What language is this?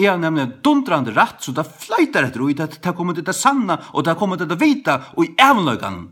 Faroese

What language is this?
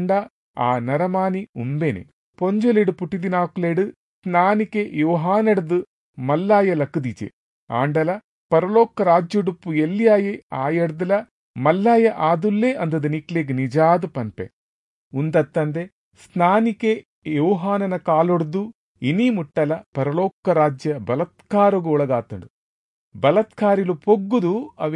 Tulu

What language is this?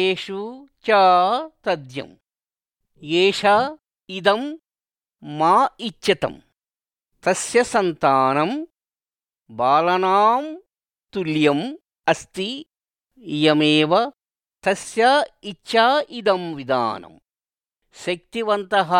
Sanskrit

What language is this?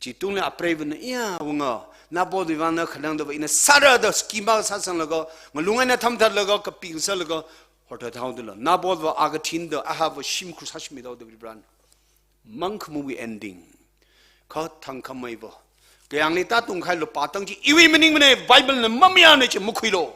Tangkhul Naga (India)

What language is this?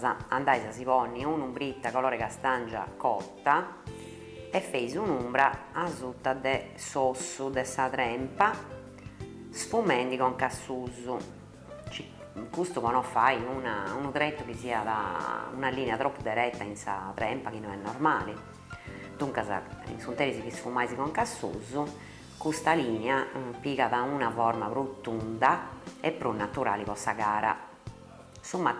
Sardinian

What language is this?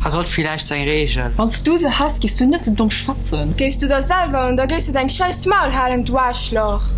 Luxembourgish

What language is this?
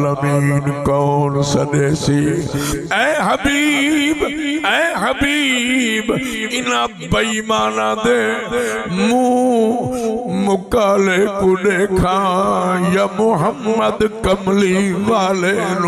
Saraiki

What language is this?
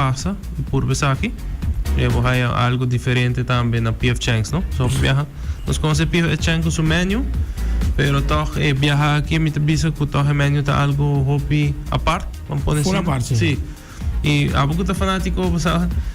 Papiamento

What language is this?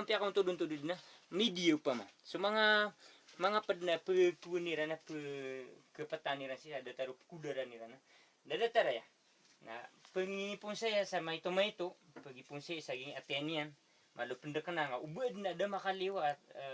Maranao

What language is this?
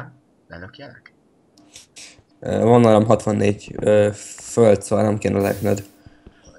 Hungarian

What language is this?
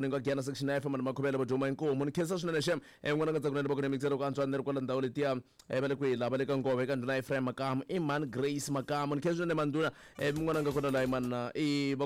Tsonga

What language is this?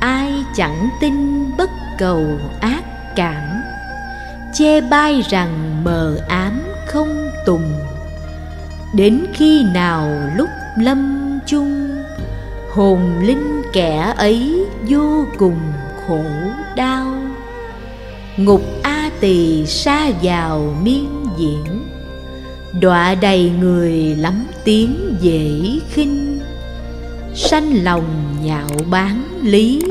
Vietnamese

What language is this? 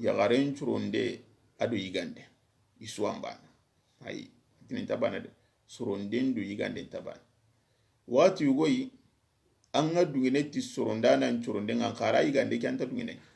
Soninke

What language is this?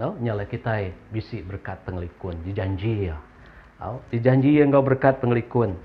Iban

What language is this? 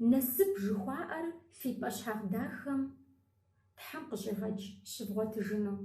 Kabardian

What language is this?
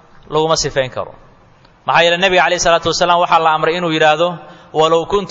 Somali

